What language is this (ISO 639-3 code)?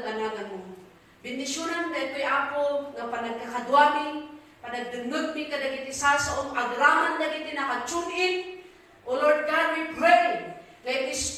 ilo